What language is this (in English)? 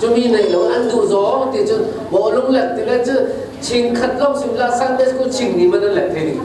Falam Chin